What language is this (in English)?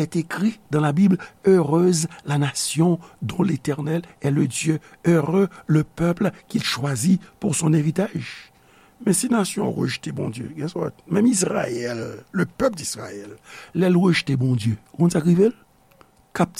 Haitian Creole